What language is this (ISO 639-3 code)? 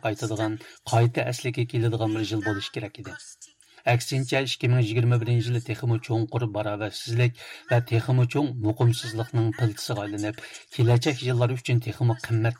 uig